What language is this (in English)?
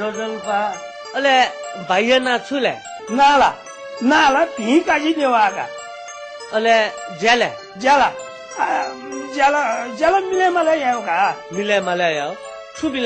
Newari